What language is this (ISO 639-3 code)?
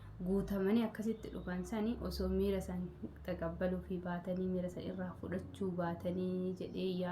orm